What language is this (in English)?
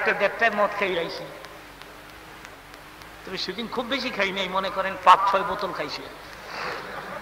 Bangla